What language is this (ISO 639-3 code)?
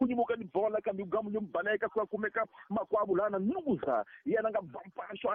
tso